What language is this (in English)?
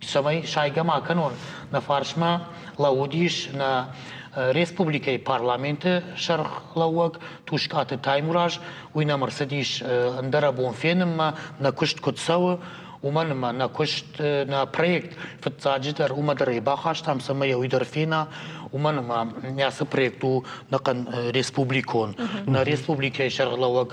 Ossetic